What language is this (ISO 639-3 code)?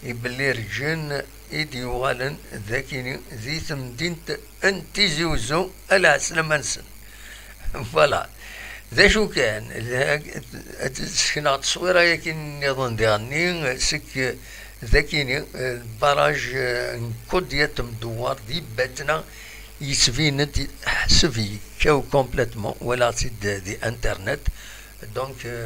kab